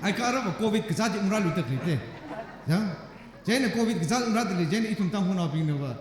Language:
Tangkhul Naga (India)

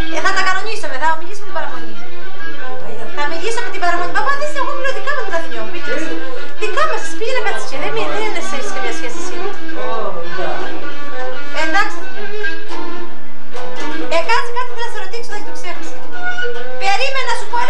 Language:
Greek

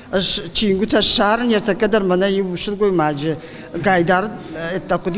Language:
Ossetic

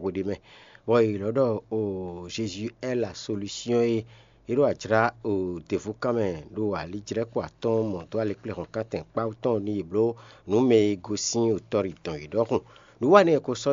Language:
Fon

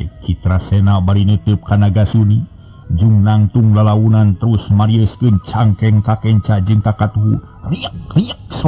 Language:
Sundanese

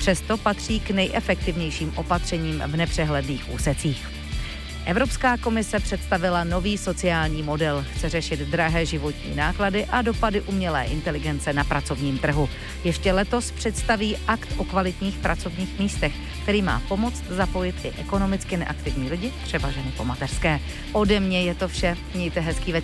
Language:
Czech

